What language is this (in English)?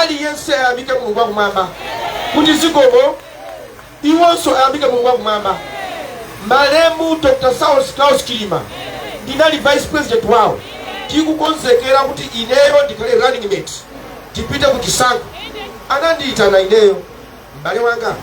Nyanja